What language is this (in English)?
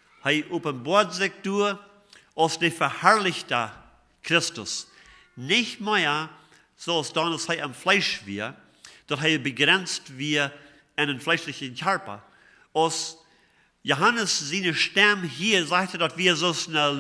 Plautdietsch